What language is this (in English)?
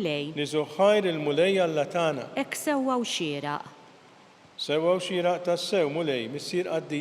Maltese